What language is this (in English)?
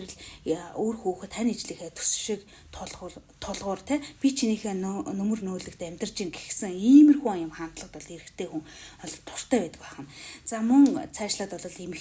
Mongolian